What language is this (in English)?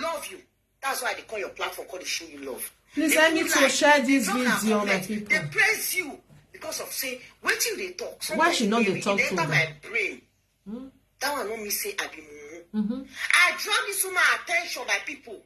Nigerian Pidgin